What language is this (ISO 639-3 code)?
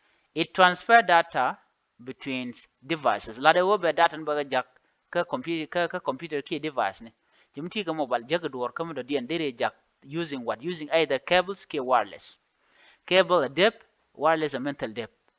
nus